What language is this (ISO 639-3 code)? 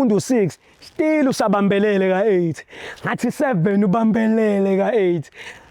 zul